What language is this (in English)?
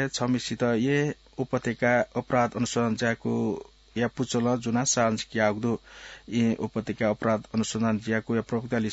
Newari